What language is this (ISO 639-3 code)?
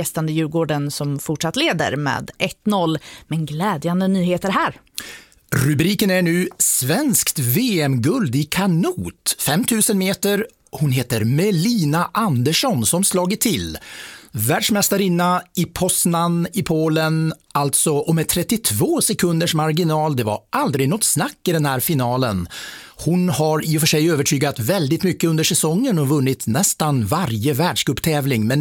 swe